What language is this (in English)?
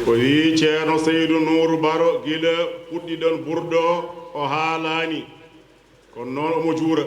Fula